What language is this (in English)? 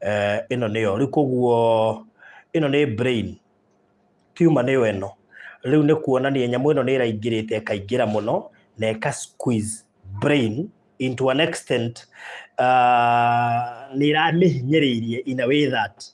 Kikuyu